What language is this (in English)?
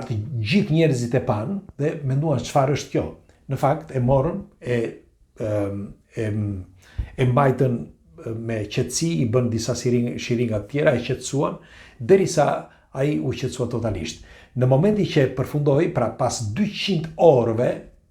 Albanian